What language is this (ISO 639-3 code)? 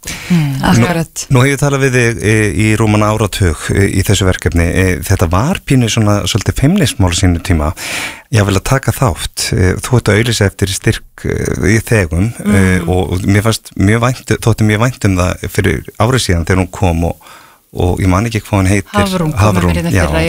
isl